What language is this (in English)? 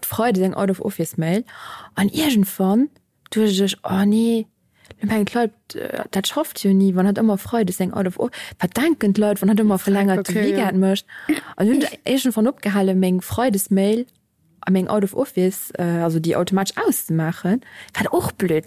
Luxembourgish